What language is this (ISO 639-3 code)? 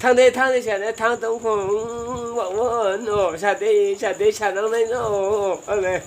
ria